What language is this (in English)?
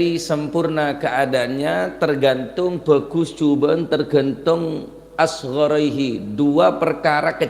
Madurese